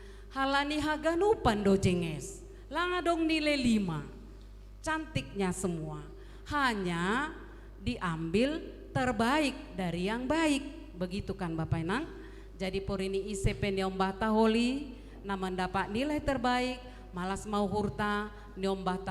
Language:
Batak Simalungun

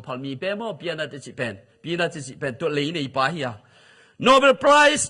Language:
Tedim Chin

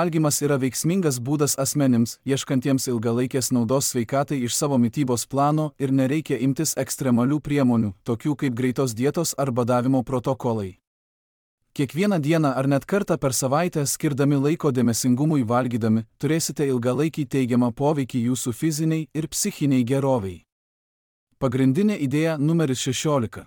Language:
Lithuanian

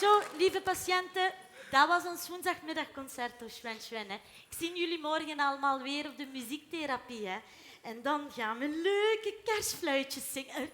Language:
Limburgish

